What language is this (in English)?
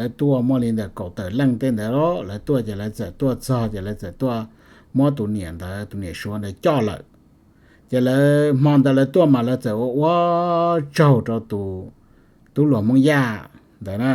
Hmong